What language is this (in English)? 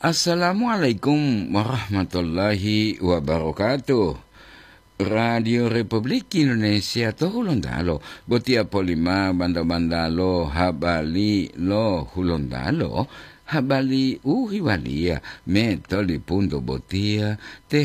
Gorontalo